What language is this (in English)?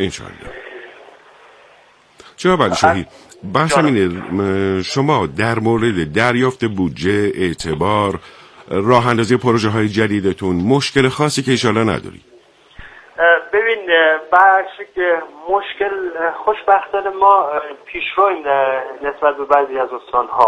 Persian